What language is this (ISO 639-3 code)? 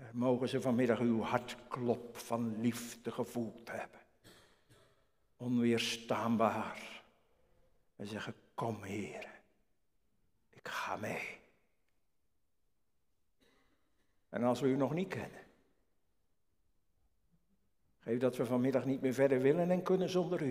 nld